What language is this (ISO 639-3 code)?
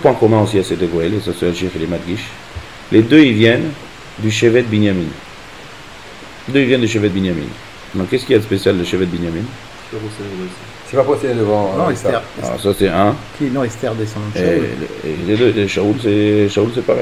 fra